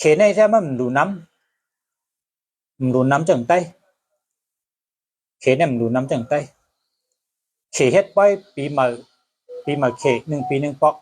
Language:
Shan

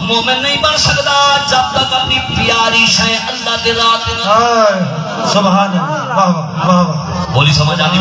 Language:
Saraiki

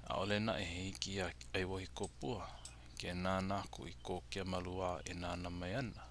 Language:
Hawaiian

